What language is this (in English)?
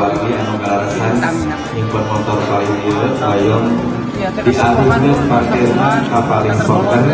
Sundanese